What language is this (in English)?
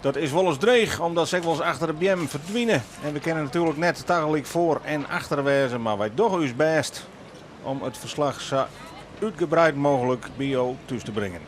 Western Frisian